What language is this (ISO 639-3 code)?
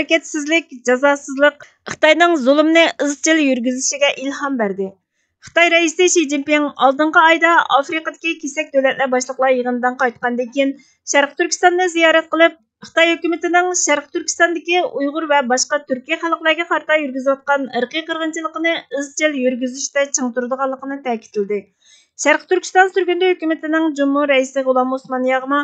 uig